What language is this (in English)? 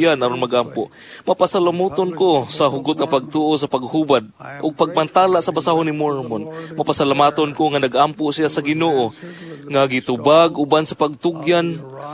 Cebuano